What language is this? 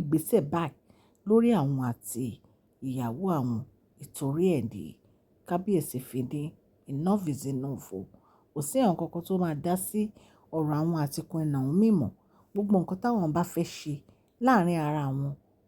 Yoruba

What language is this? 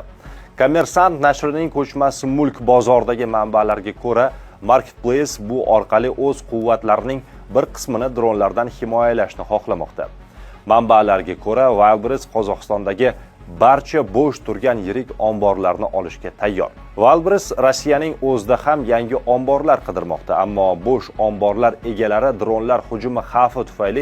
Uzbek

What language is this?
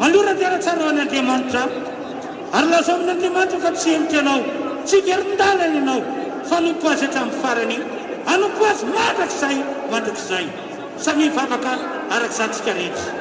Malagasy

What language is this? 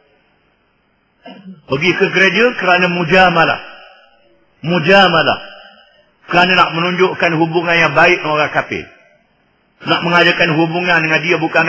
Malay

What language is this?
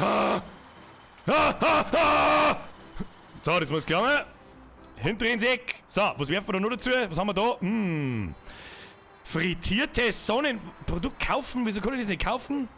Bavarian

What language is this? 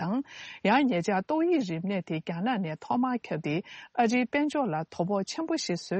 Tibetan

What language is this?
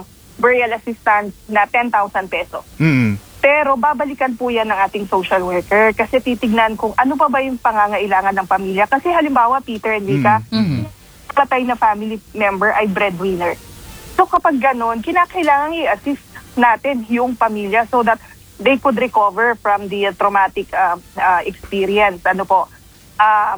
Filipino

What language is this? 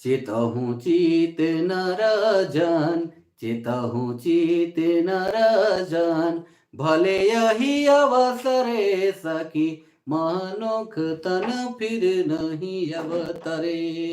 Sadri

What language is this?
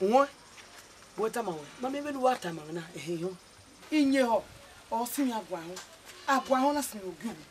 Bini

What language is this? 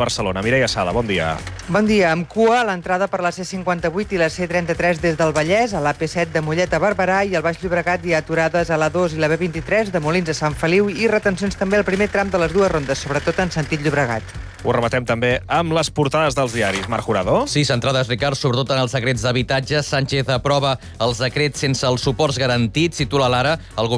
Catalan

